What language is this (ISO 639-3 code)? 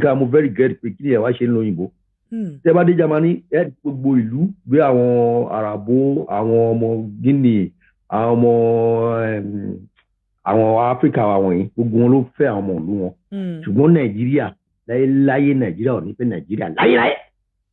yor